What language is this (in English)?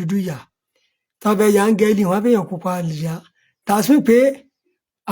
Yoruba